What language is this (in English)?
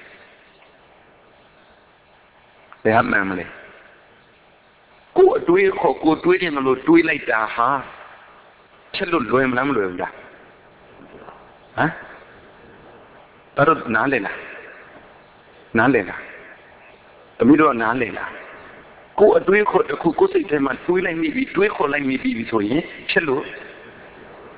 Burmese